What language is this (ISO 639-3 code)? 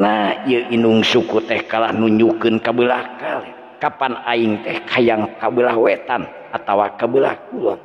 sun